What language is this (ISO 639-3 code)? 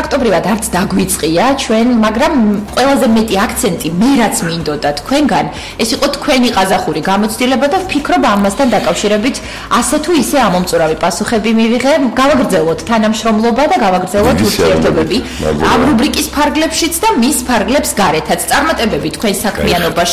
kat